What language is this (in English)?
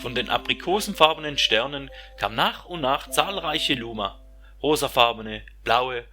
Swiss German